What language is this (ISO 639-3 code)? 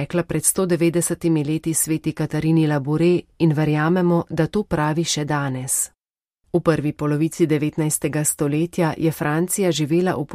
slv